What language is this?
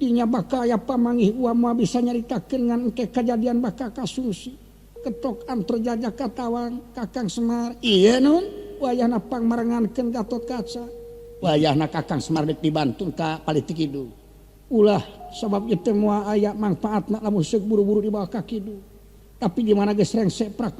Sundanese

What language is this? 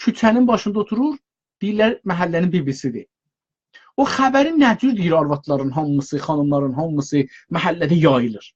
South Azerbaijani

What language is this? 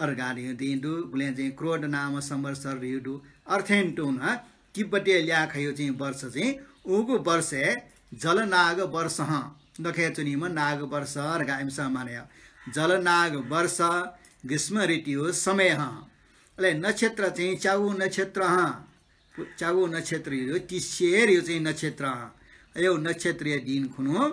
Newari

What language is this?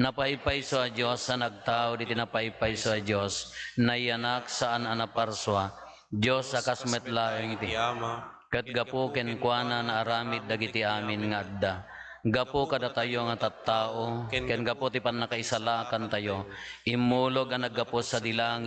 Iloko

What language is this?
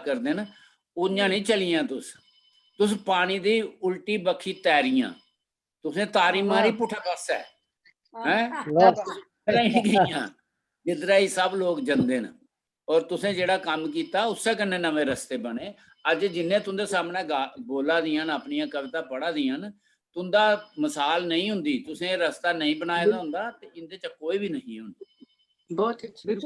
Dogri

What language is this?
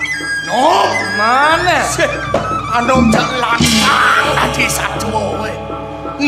Balinese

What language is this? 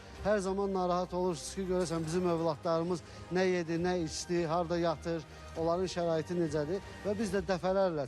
Azerbaijani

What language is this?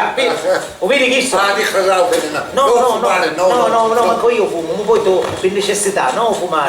Sicilian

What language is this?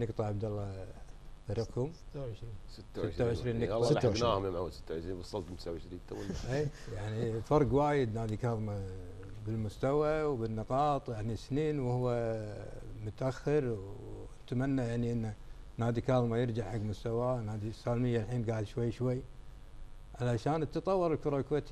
Gulf Arabic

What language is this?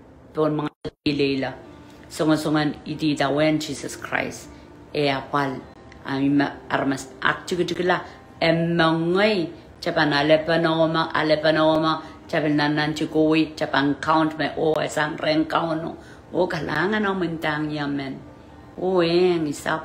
Pohnpeian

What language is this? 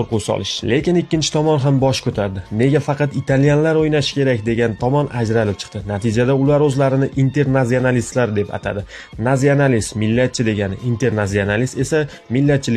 Uzbek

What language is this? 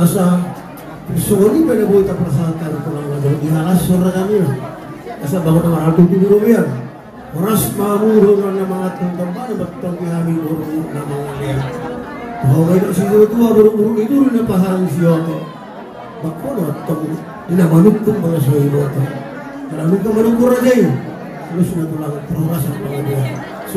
Batak Toba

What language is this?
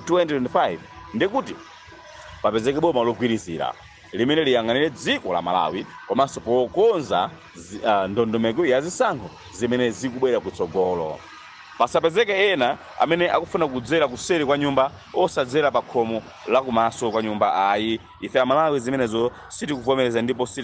Nyanja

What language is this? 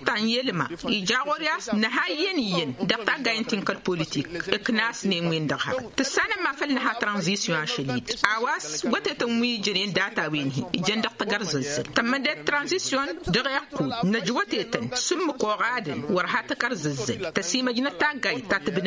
Tamasheq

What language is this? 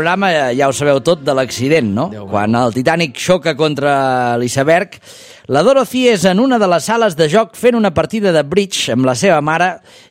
Catalan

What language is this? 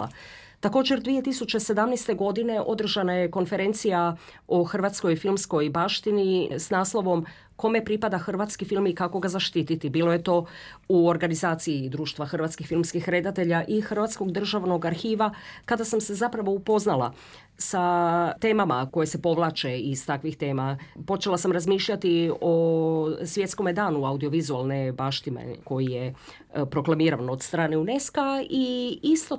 Croatian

